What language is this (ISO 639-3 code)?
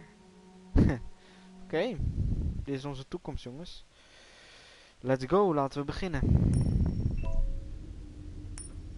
nld